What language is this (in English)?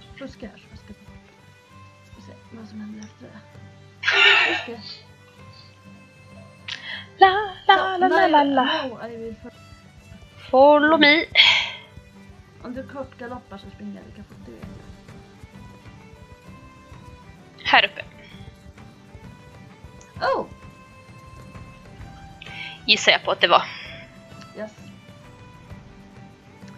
Swedish